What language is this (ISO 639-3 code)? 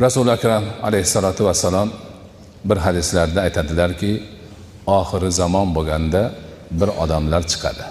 uzb